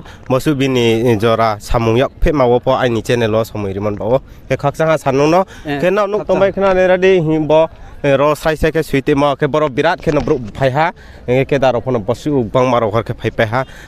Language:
Riang (India)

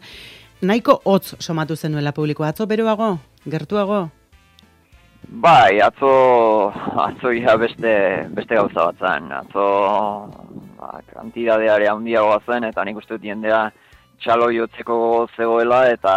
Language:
Basque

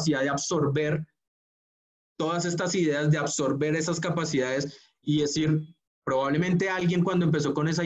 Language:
Spanish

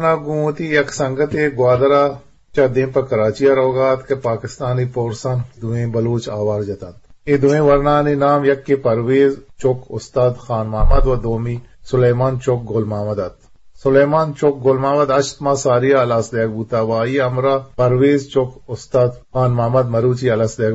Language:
Eastern Balochi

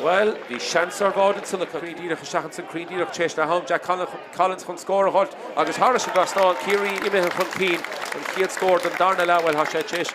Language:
Irish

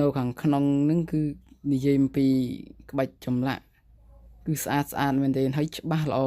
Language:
Khmer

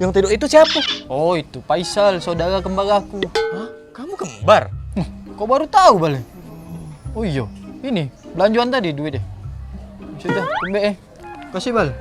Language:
Musi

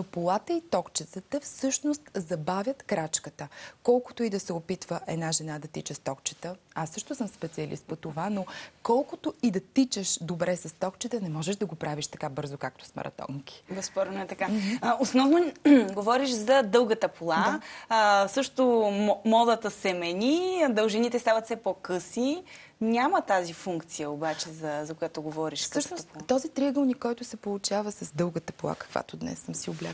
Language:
Bulgarian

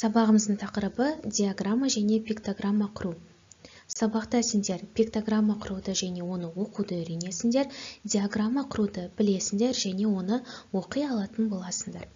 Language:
Kazakh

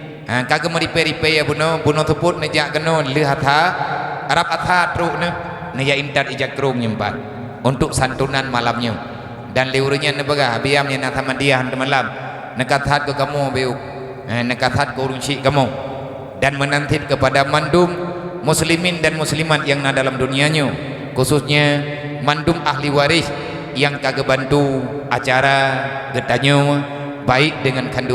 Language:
Achinese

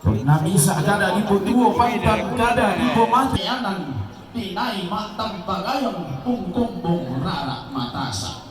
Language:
Toraja-Sa'dan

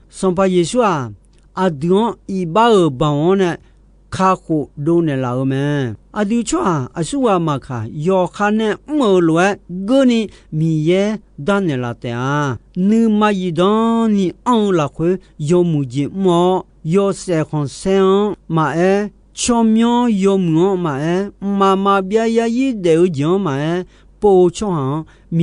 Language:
Akha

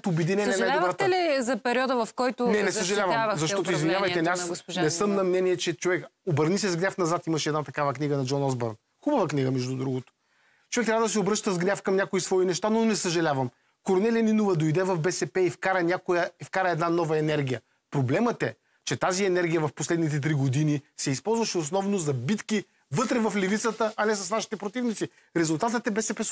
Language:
Bulgarian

